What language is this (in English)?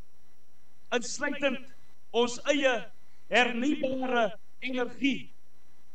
Afrikaans